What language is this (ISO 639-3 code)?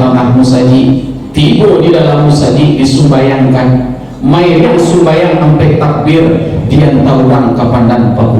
min